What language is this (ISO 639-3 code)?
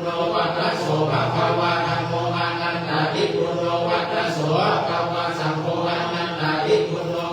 pli